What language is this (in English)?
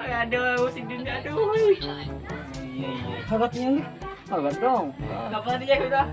Banjar